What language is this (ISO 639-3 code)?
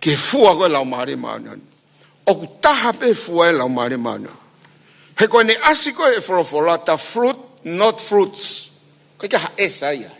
ton